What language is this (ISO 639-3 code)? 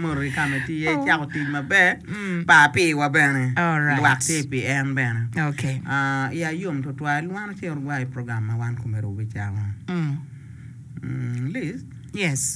ach